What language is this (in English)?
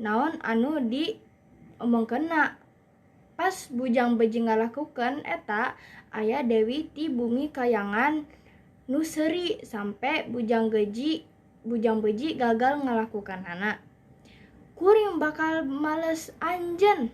Sundanese